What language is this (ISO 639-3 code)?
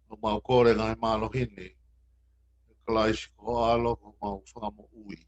ton